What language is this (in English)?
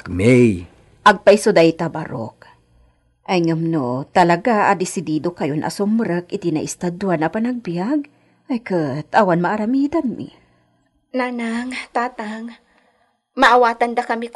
Iloko